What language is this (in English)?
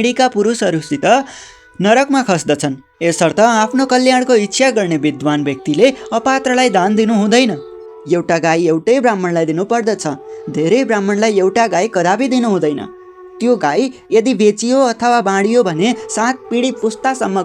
Nepali